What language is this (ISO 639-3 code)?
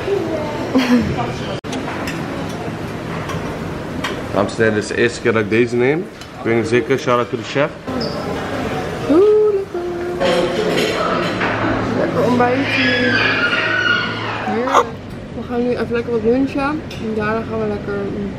nld